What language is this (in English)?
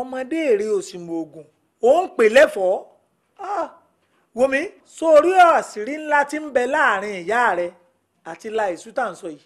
Yoruba